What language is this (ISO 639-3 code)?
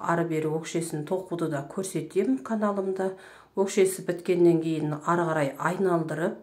kaz